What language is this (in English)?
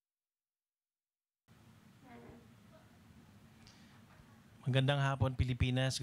Filipino